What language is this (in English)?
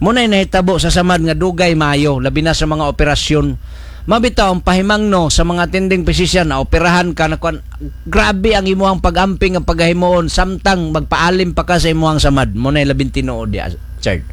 Cebuano